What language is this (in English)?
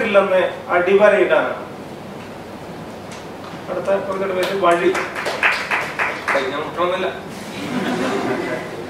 Malayalam